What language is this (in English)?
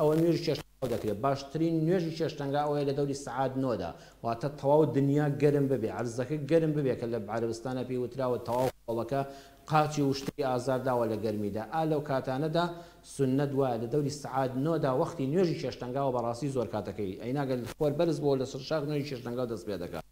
Central Kurdish